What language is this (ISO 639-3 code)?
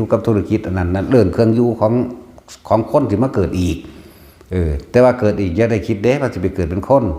tts